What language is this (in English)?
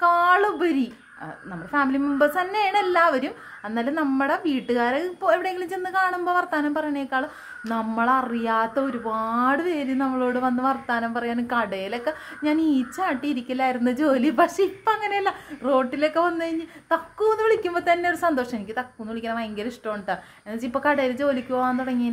Malayalam